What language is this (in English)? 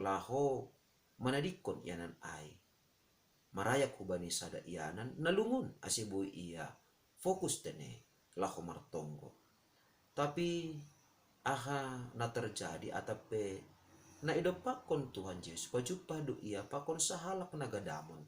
Batak Simalungun